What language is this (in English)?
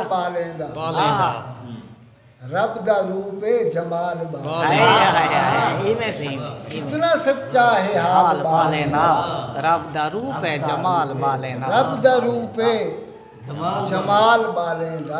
Saraiki